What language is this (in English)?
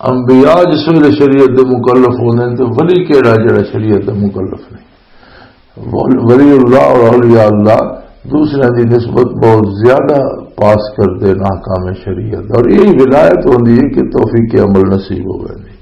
Western Panjabi